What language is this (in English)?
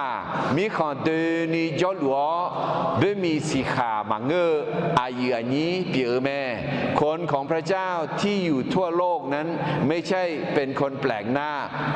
Akha